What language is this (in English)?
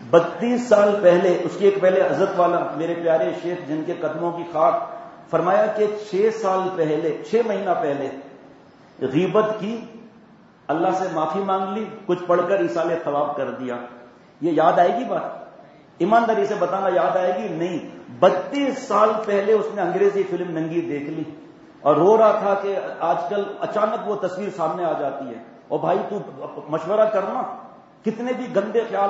Urdu